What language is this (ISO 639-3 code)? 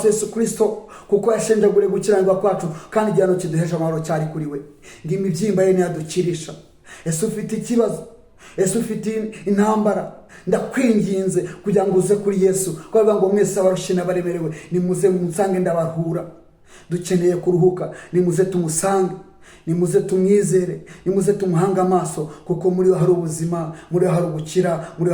kin